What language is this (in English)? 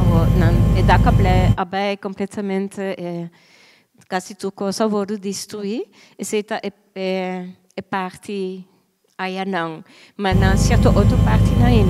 Papiamento